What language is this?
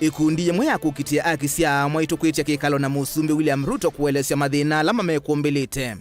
Kamba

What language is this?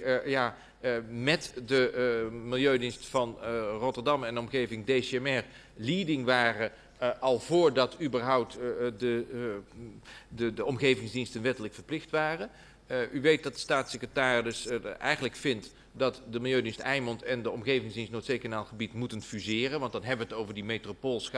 Dutch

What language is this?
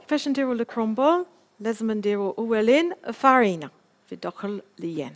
Algerian Arabic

